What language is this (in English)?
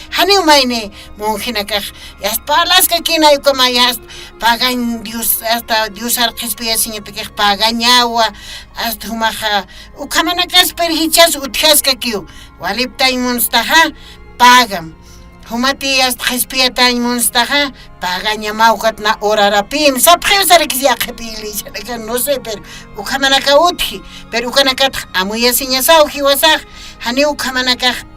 Aymara